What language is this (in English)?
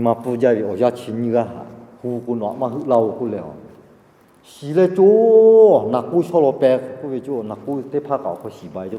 Lahu